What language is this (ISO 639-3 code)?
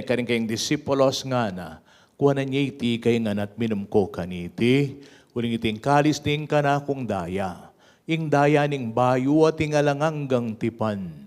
pam